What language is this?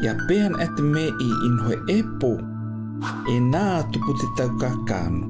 South Marquesan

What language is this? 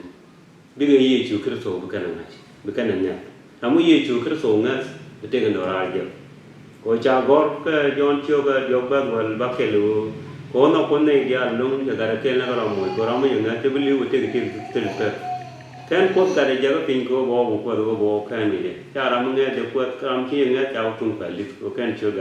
Nuer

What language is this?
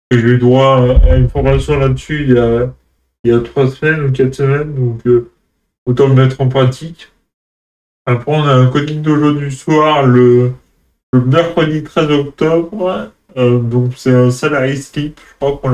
French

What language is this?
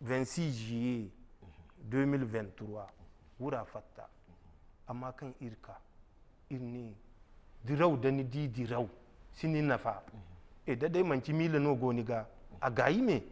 Zarma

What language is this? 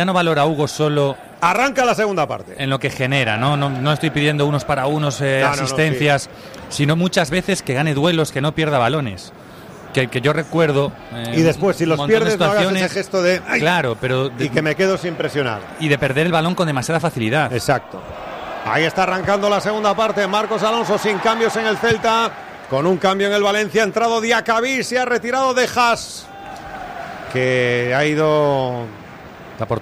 Spanish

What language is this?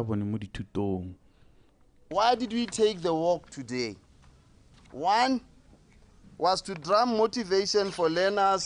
Tswana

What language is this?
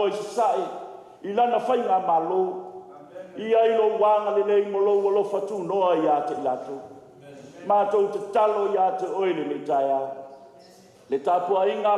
Samoan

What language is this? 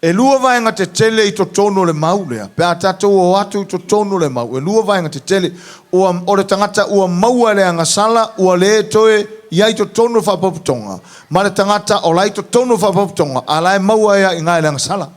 Samoan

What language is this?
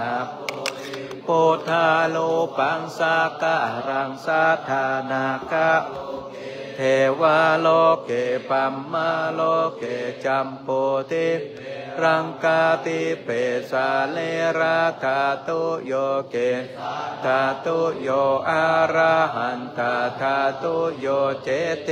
Pali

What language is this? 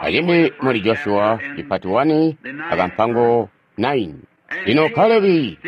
Tonga (Zambia)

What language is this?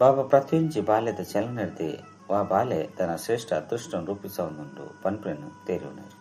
Tulu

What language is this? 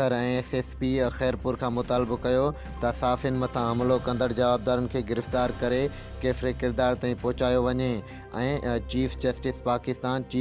Sindhi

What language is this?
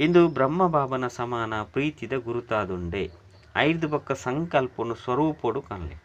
Tulu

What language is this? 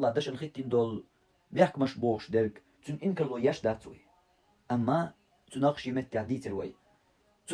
Chechen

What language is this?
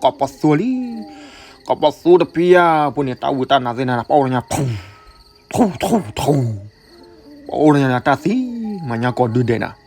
S'gaw Karen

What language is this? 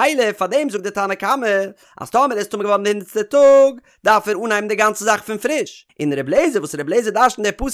Yiddish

